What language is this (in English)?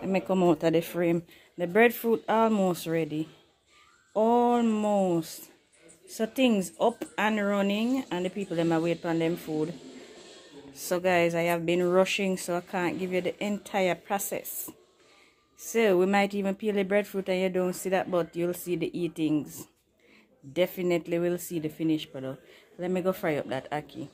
Jamaican Creole English